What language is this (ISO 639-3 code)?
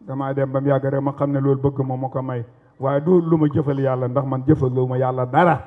wol